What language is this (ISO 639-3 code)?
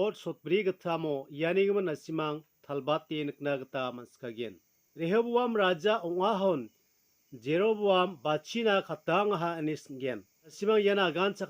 grt